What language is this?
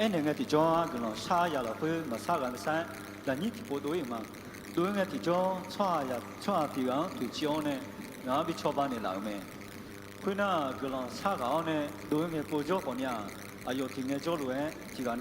Akha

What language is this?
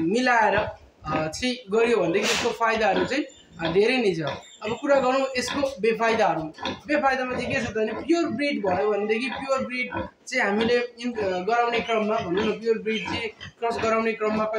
Nepali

